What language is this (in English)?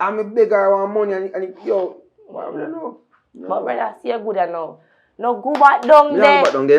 Jamaican Creole English